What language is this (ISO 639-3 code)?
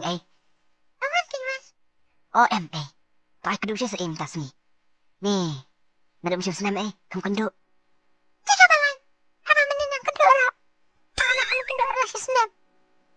kha